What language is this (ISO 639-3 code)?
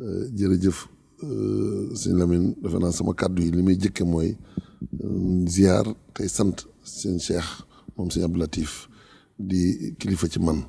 wol